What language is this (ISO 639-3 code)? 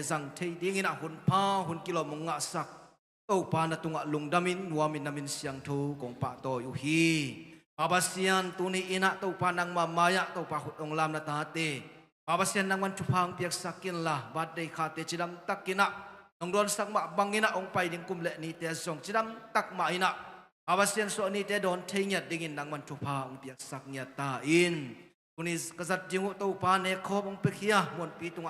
ctd